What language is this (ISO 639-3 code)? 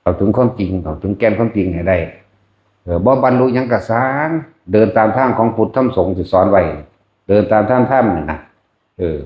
lao